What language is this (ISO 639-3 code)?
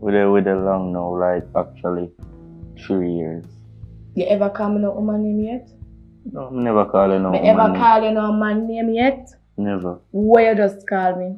jam